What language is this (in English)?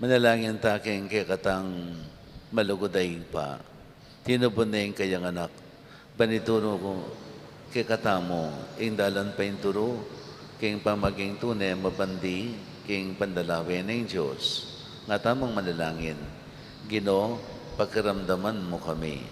Pampanga